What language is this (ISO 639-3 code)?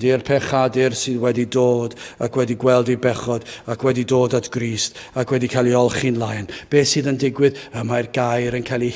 cym